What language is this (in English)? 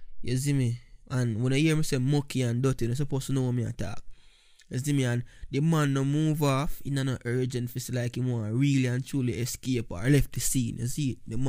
Jamaican Creole English